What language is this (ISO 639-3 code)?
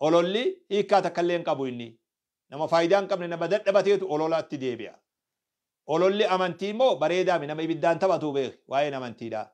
orm